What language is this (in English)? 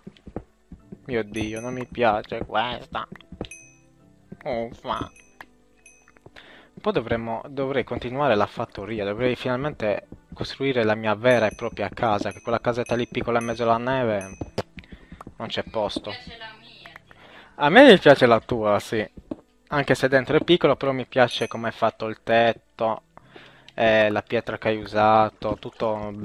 Italian